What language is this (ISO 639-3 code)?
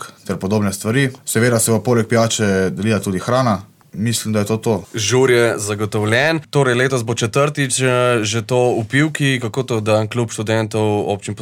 slv